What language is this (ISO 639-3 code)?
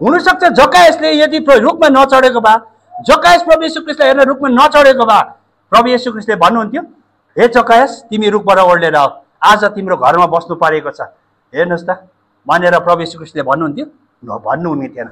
nep